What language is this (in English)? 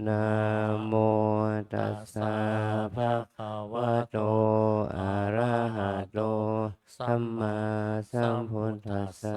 Pali